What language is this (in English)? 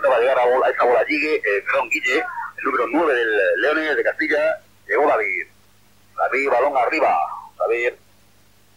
Spanish